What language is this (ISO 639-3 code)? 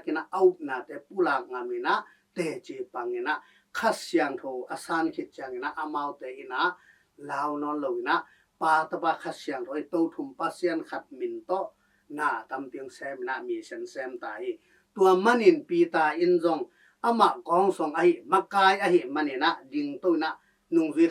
ctd